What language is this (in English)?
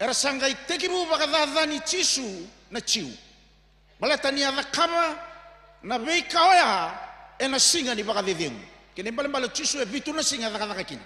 Fijian